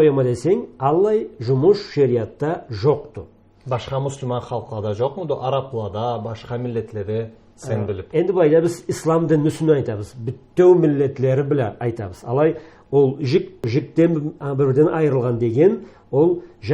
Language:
Karachay-Balkar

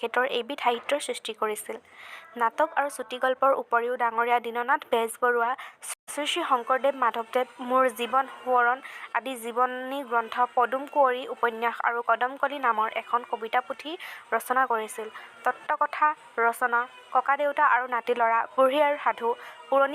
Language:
Assamese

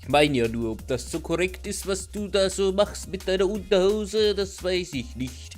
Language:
Bavarian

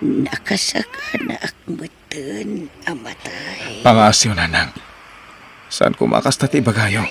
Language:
Iloko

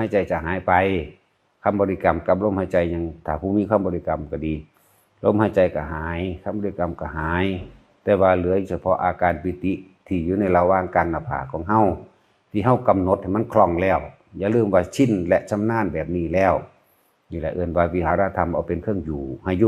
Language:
Northeastern Thai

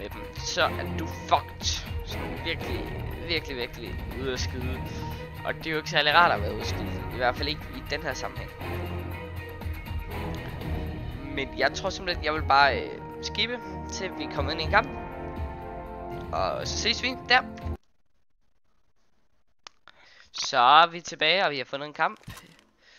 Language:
Danish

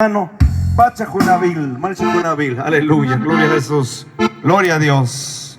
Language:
Tzotzil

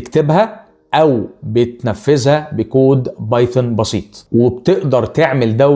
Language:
Egyptian Arabic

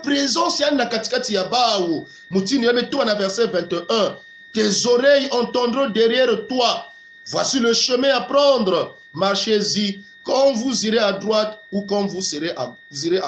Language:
Kongo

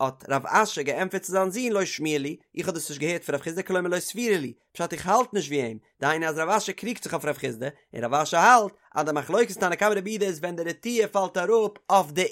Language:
Yiddish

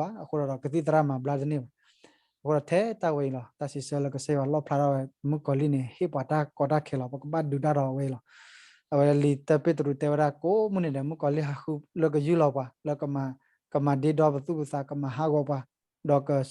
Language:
S'gaw Karen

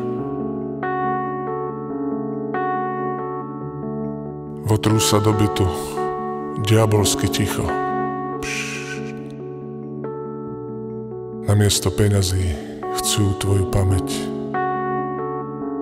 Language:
Slovak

